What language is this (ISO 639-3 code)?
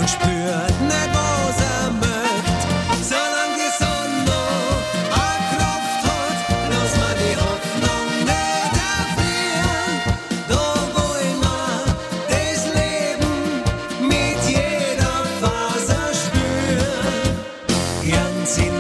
deu